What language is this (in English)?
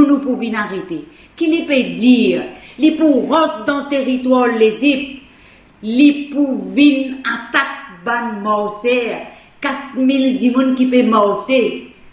Morisyen